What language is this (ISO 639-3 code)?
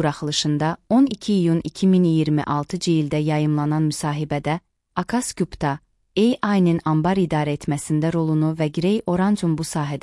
aze